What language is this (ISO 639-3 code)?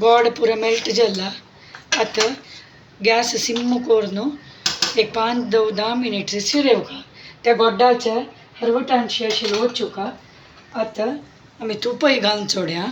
kok